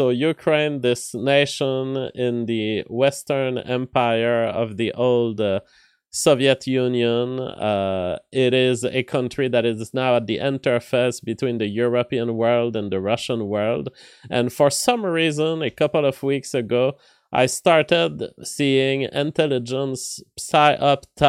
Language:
English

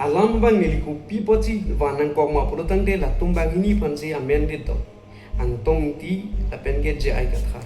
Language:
Karbi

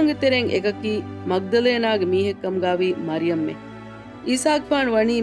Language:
Divehi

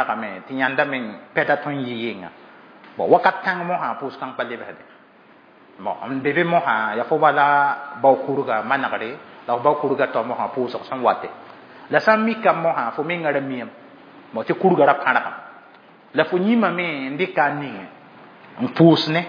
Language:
Mossi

